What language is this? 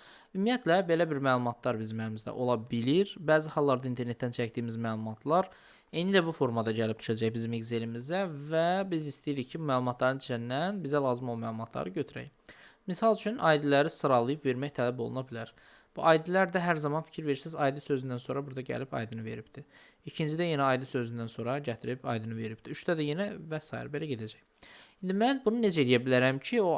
Azerbaijani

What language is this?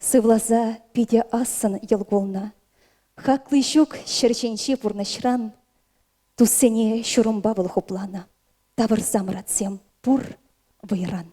Chuvash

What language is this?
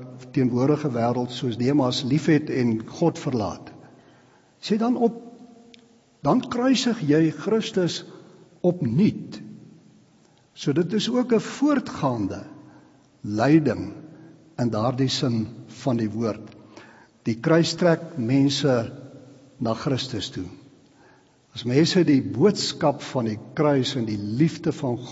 Afrikaans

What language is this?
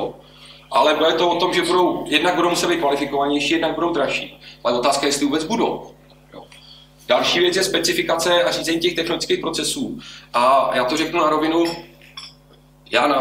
Czech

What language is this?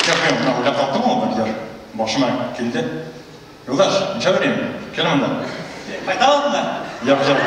Bashkir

